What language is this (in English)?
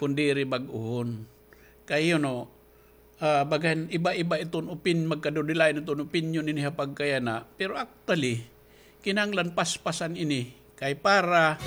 Waray